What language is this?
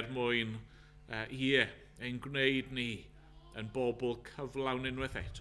Welsh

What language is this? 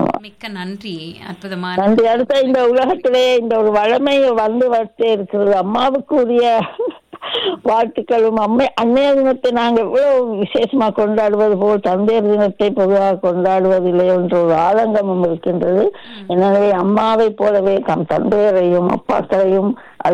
Tamil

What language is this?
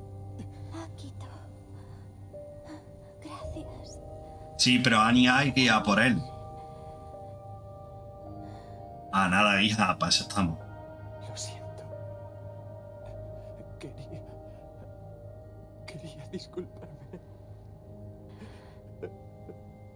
Spanish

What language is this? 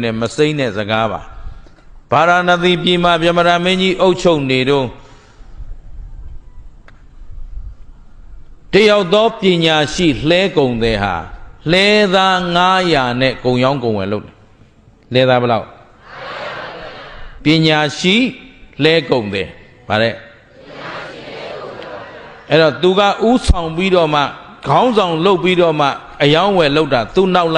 Burmese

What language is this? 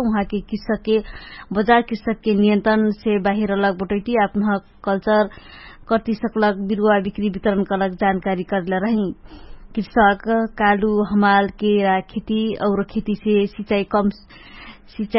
Dangaura Tharu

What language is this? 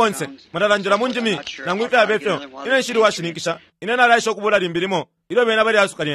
Bemba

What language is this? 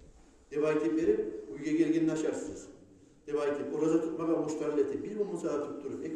Kumyk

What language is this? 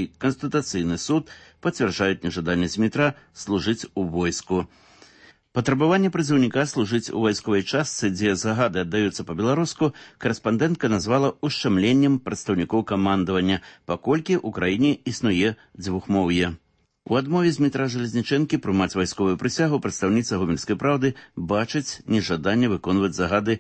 Belarusian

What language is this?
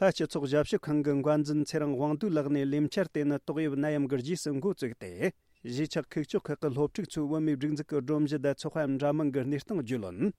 Tibetan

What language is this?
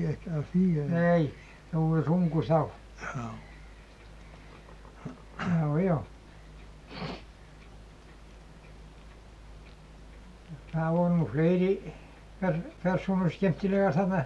Icelandic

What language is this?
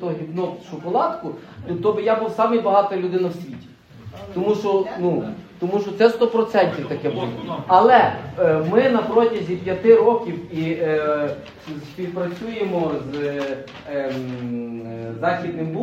Ukrainian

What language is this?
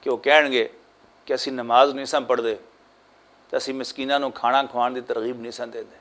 Western Panjabi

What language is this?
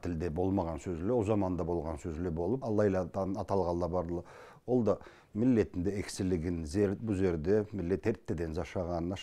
Karachay-Balkar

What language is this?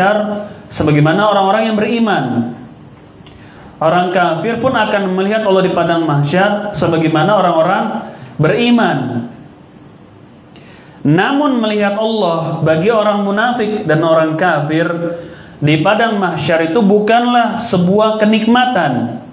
Indonesian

